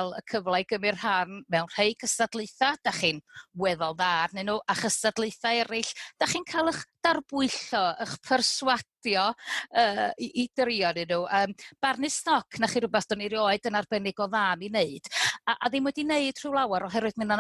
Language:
Welsh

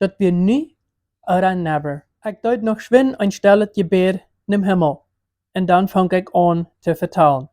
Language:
Plautdietsch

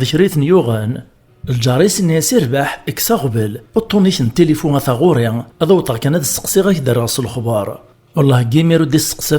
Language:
Kabyle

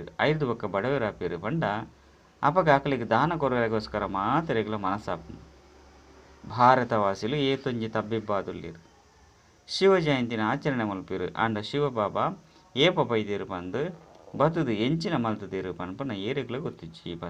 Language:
Tulu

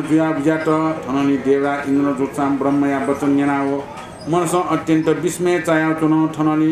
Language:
Newari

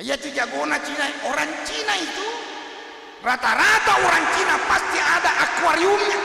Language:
Buginese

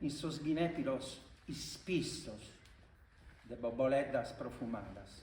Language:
Sardinian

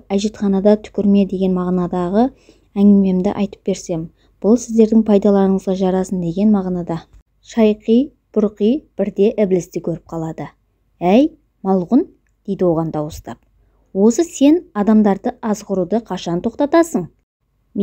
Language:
Kazakh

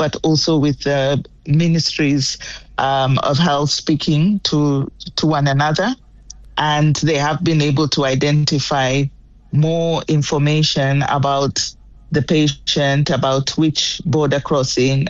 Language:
English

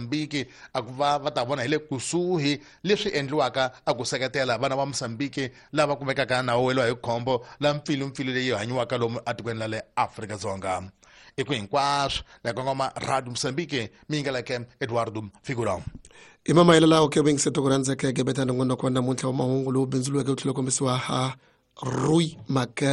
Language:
Tsonga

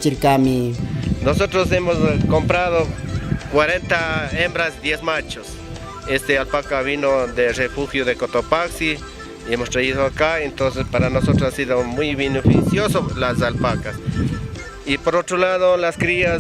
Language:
Chimborazo Highland Quichua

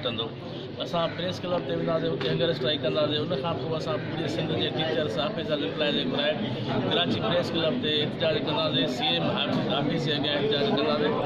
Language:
Sindhi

